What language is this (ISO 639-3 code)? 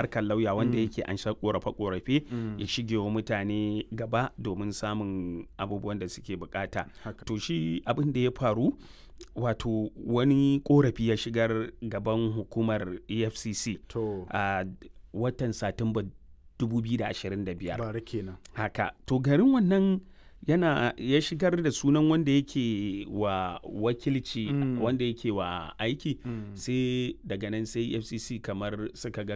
hau